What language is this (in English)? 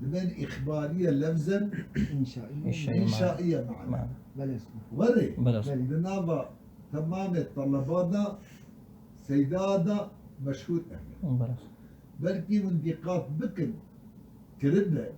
Kurdish